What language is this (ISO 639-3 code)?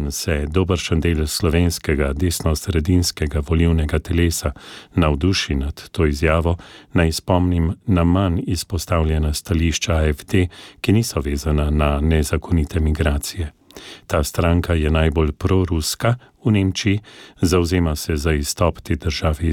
slv